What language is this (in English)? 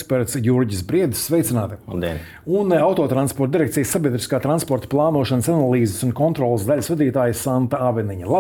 Latvian